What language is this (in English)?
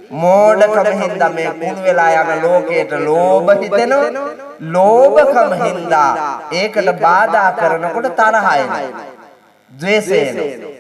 Sinhala